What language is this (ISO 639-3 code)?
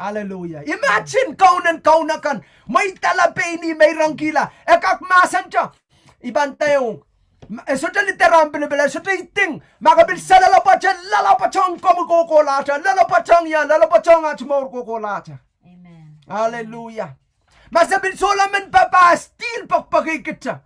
pon